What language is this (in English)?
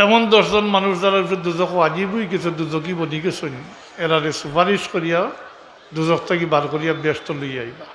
Sylheti